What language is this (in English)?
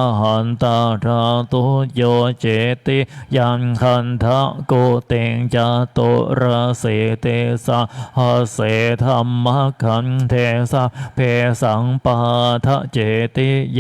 Pali